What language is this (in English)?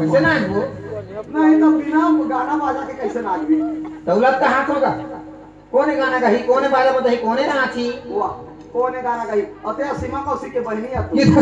Chhattisgarhi